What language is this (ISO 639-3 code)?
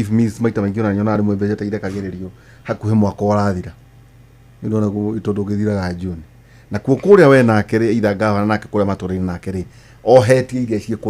kik